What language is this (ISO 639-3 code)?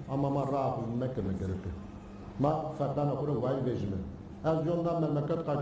zza